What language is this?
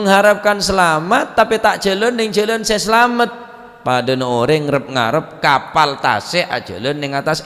Madurese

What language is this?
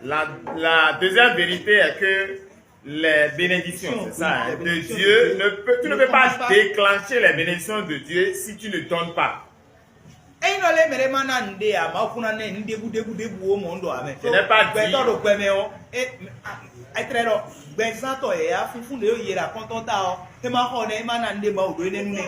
Fon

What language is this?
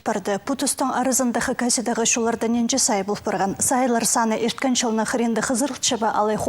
Khakas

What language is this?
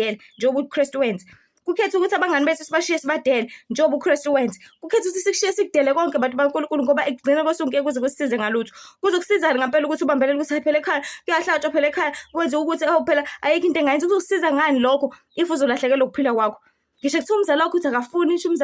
Zulu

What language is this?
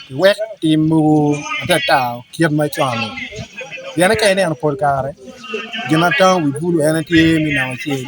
Acoli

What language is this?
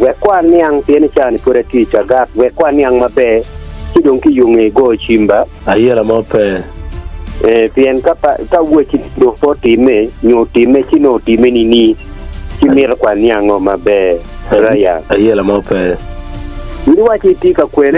Acoli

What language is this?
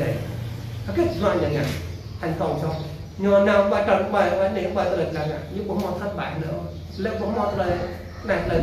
Vietnamese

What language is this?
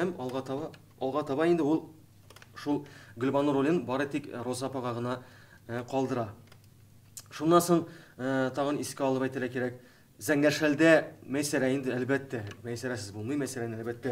Tatar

